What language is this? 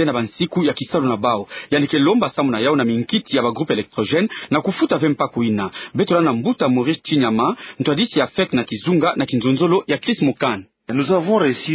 Kituba (Democratic Republic of Congo)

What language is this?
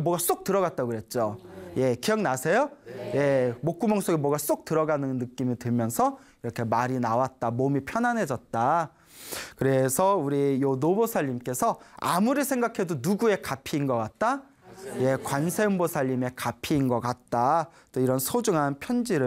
Korean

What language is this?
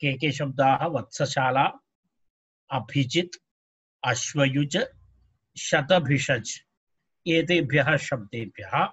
Sanskrit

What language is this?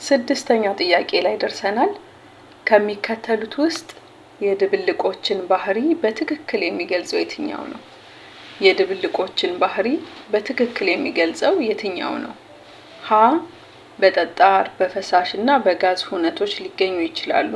Amharic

